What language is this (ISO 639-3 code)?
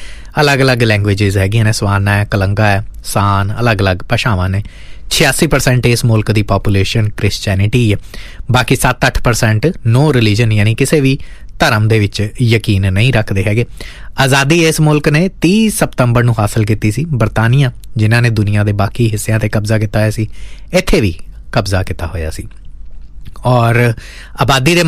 pan